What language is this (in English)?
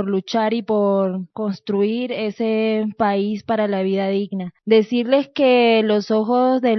Spanish